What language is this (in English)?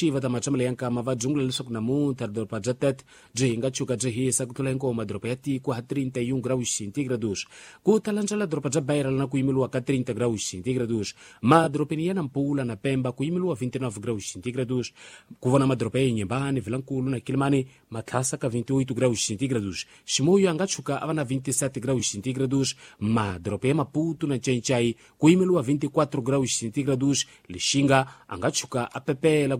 Tsonga